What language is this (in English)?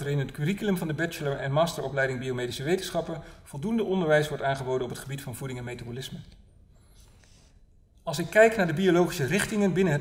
Dutch